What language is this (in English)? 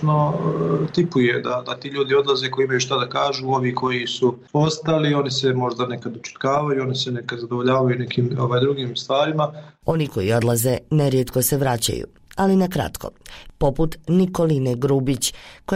Bosnian